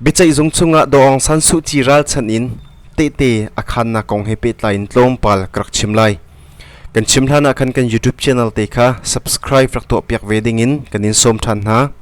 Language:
Hakha Chin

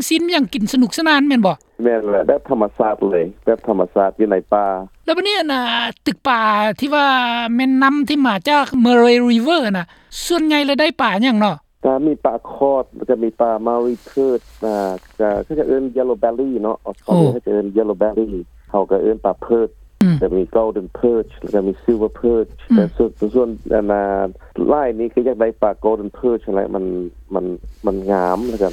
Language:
Lao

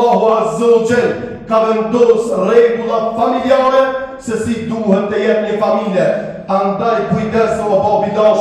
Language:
Albanian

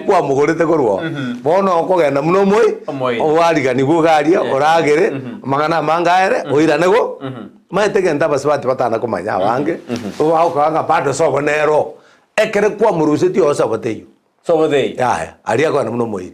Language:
Gusii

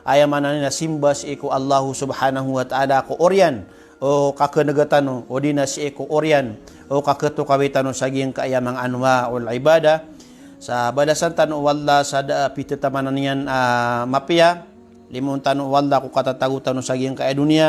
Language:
Maranao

